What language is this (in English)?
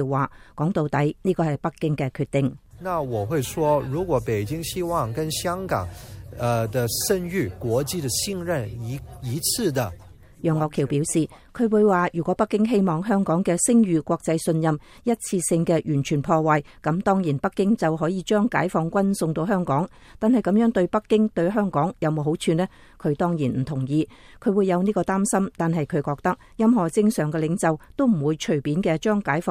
Cantonese